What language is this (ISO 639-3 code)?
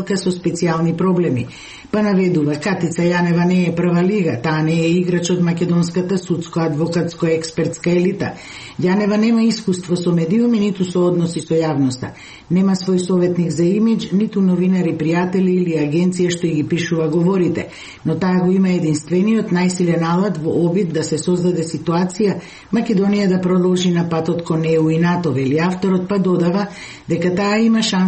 mkd